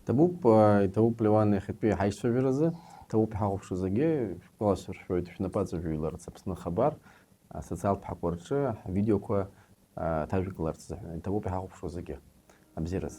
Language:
Abkhazian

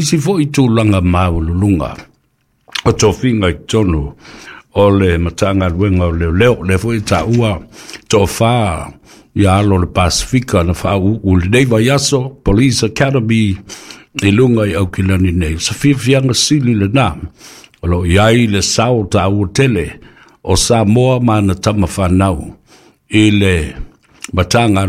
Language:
Samoan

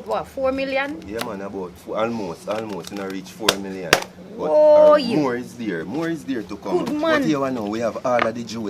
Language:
Jamaican Creole English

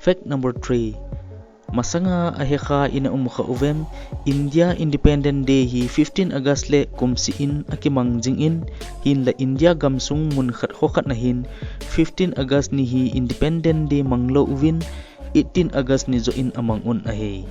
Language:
Thado Chin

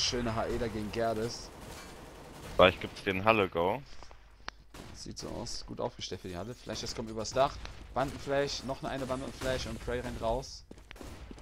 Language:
German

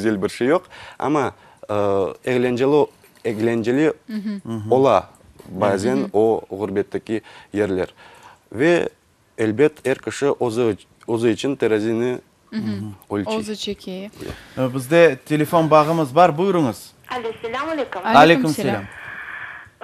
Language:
Crimean Tatar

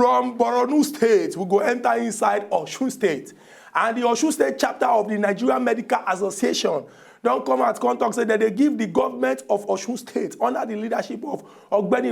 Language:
Nigerian Pidgin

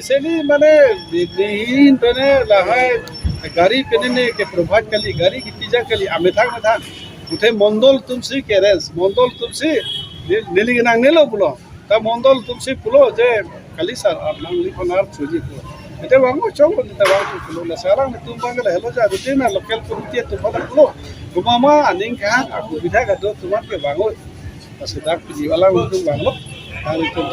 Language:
Karbi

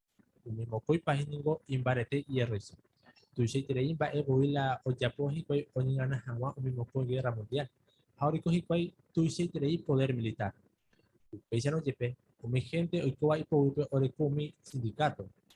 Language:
Guarani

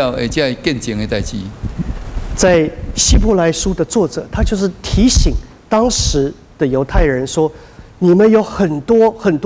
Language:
Min Nan Chinese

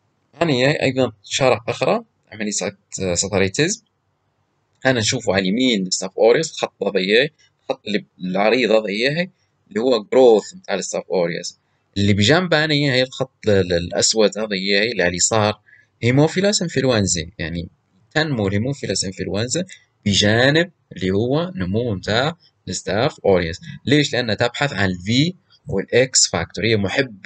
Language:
Libyan Arabic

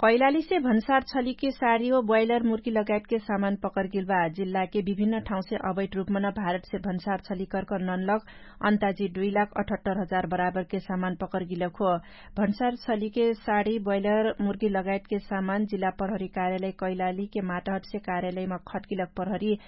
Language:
Dangaura Tharu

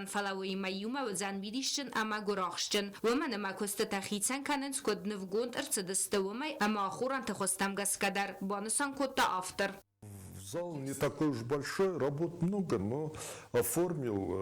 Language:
Ossetic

